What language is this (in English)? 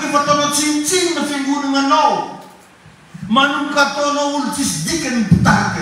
Malagasy